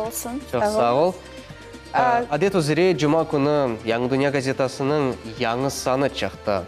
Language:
Crimean Tatar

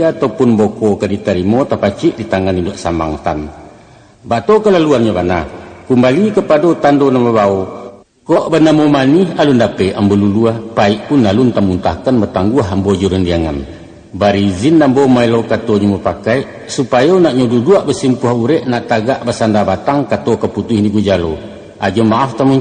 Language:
Minangkabau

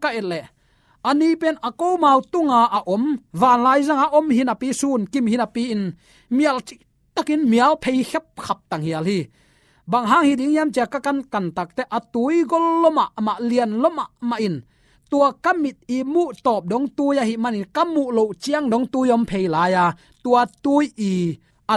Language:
Tedim Chin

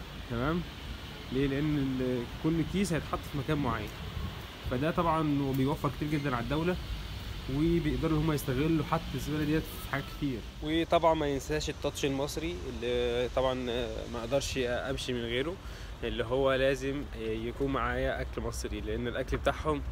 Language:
Egyptian Arabic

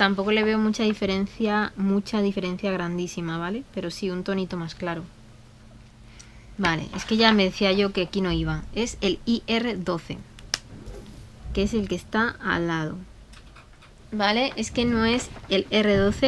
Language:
Spanish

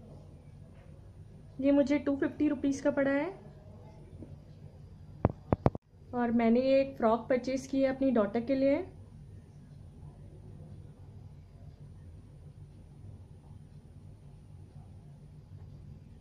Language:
Hindi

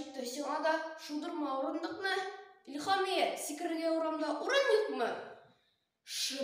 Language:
Tatar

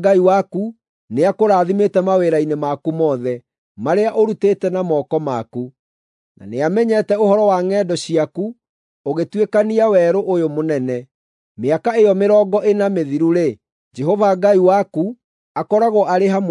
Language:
Kikuyu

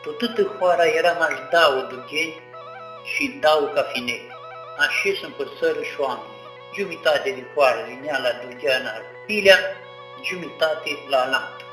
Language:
Aromanian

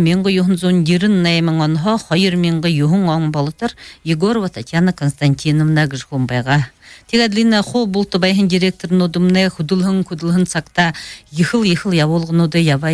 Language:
Buriat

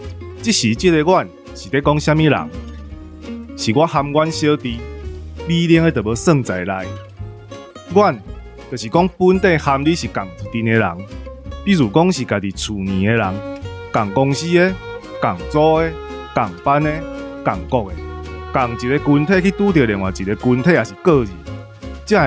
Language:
Min Nan Chinese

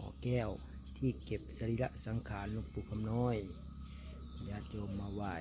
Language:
Lao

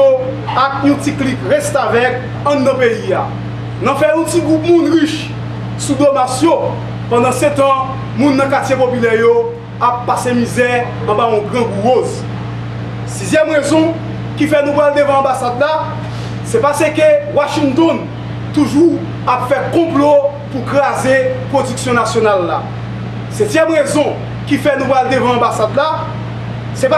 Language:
Haitian Creole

